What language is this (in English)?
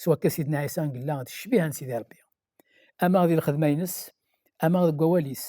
Kabyle